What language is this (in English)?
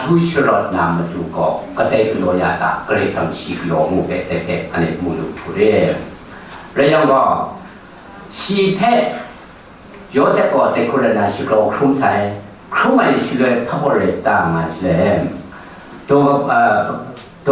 Kachin